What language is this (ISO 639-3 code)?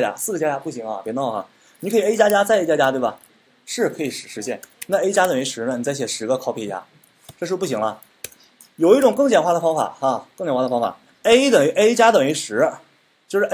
zho